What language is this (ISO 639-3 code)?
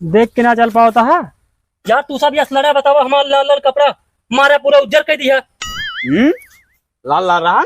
awa